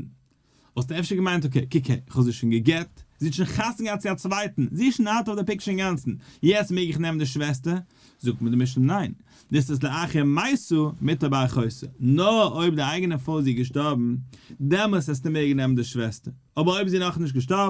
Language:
Yiddish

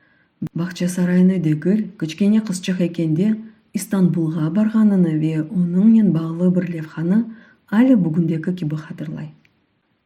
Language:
Crimean Tatar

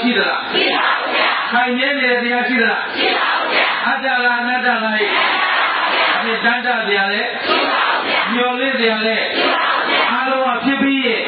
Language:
Burmese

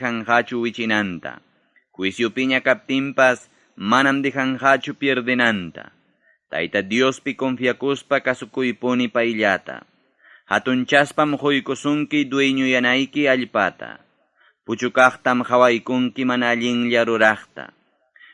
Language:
Ayacucho Quechua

